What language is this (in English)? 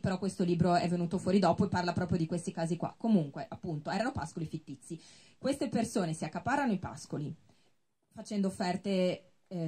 Italian